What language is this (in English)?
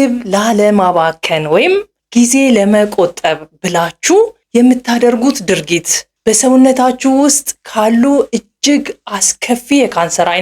Amharic